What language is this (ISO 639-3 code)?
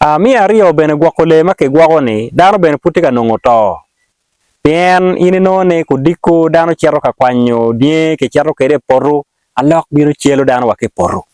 ach